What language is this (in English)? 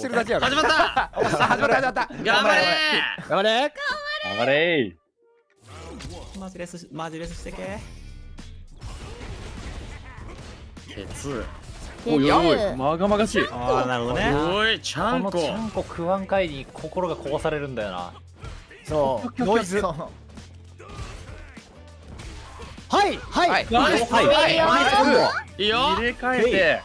Japanese